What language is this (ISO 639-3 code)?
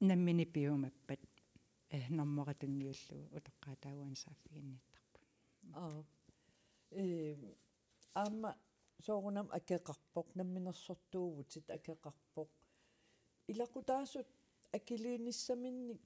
kal